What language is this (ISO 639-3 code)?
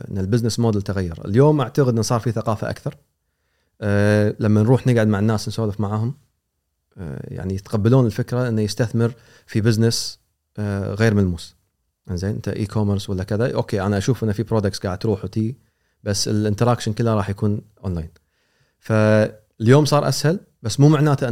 afb